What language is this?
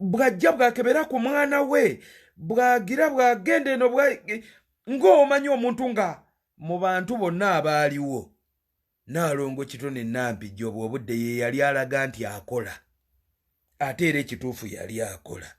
Ganda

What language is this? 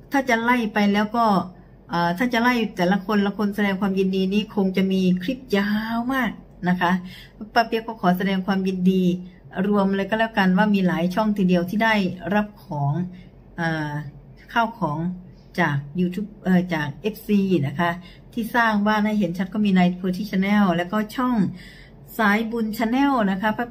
Thai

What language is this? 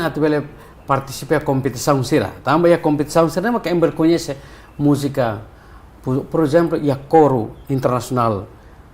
Tetum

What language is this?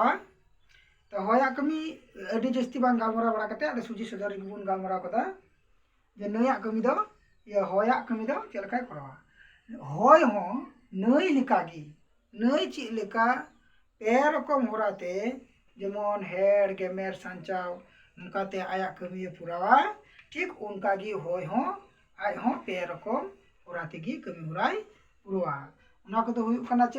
Santali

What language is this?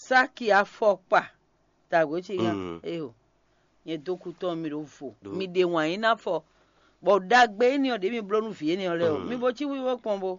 Fon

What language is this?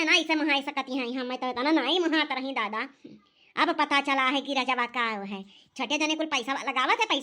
Awadhi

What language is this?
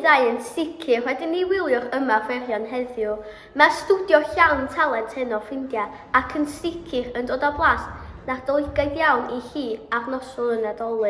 Welsh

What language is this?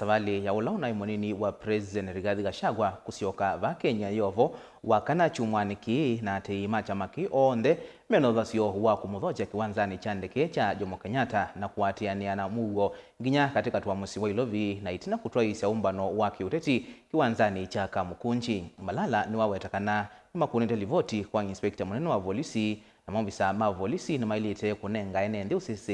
Kamba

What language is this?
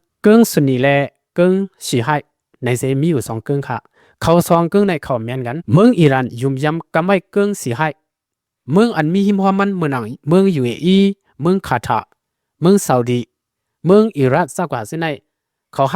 Shan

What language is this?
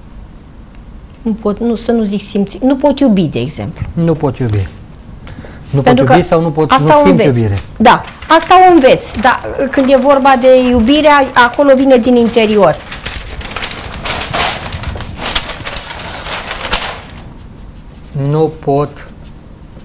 Romanian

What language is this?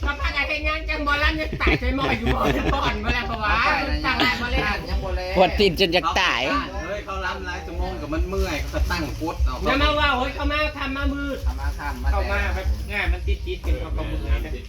Northeastern Thai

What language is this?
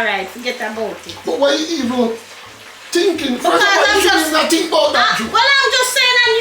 Jamaican Creole English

